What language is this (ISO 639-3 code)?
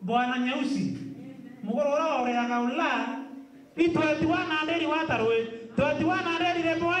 mer